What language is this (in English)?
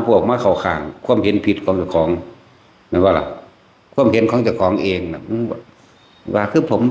Northeastern Thai